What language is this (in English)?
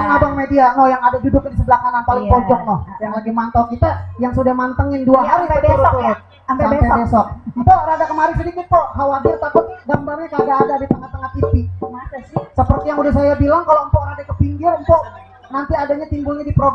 Betawi